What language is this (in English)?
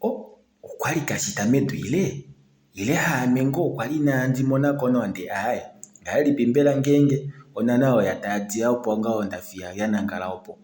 Kuanyama